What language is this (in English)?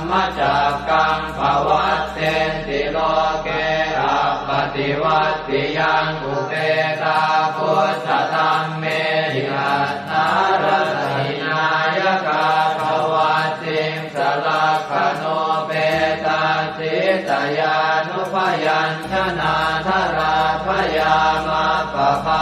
Pali